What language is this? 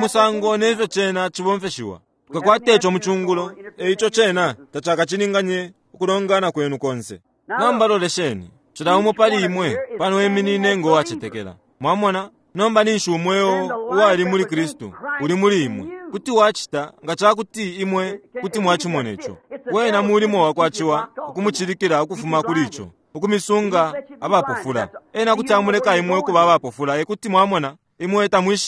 Bemba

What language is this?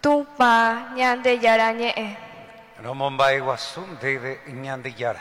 Guarani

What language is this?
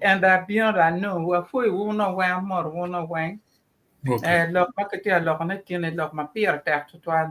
Acoli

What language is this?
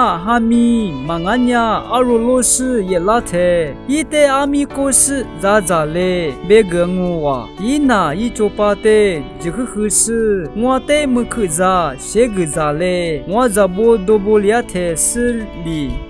Lisu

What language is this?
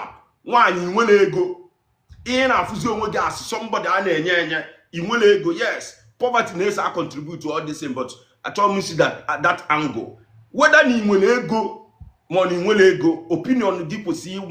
Igbo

